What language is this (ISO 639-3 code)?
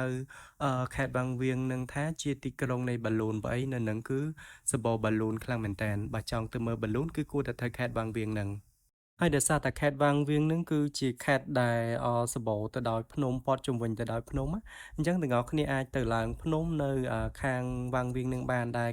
khm